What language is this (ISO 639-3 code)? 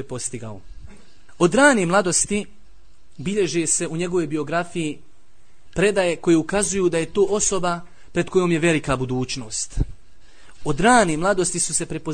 bos